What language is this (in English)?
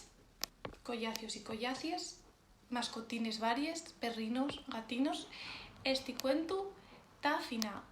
Asturian